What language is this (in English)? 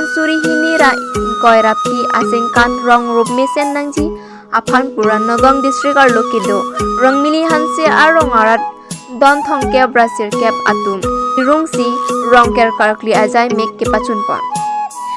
Karbi